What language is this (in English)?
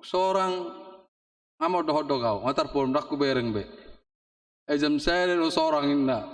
Batak Toba